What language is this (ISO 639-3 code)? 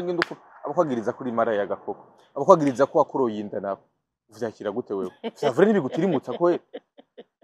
run